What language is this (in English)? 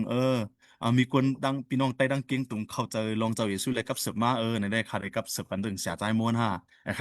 Shan